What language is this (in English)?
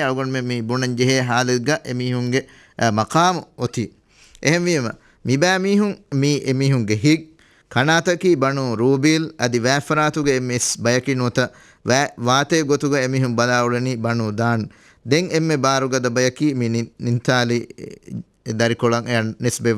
Divehi